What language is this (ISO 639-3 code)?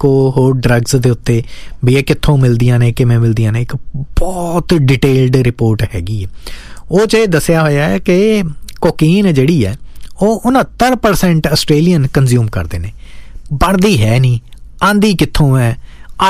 pan